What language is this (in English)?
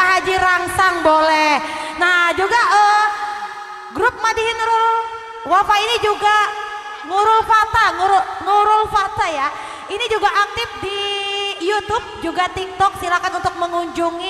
Banjar